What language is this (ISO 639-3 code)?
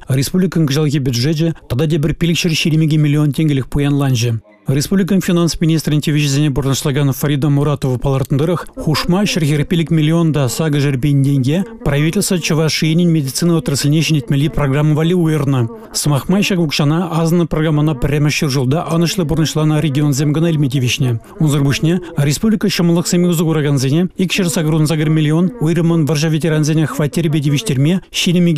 chv